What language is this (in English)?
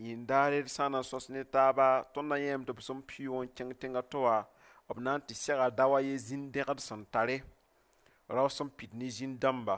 Mossi